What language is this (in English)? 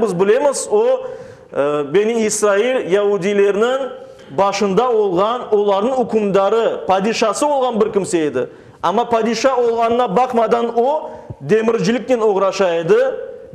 Crimean Tatar